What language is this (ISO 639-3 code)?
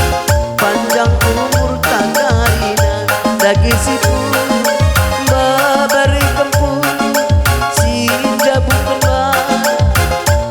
btx